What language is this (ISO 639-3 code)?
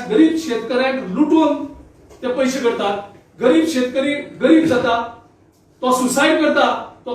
kok